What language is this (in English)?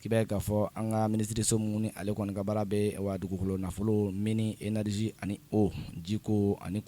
Bambara